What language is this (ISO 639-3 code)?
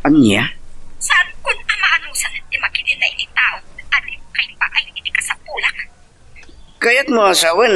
ilo